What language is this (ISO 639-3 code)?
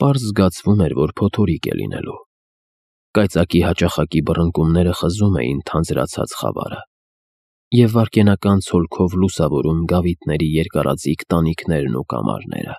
hye